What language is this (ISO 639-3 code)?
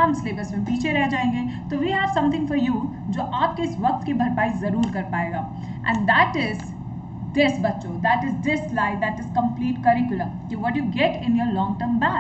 hin